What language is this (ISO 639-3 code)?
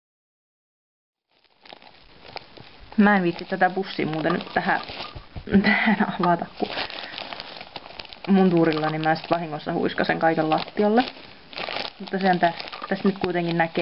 fin